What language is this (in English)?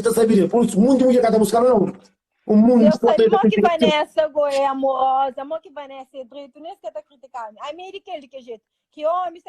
Kabuverdianu